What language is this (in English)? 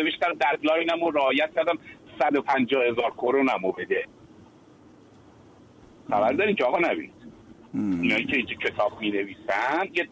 Persian